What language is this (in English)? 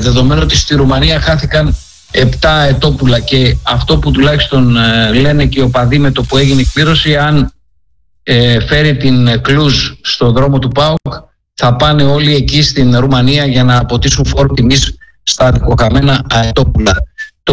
Greek